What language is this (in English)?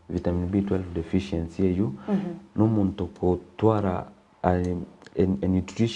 Gusii